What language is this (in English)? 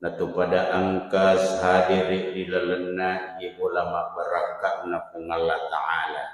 Buginese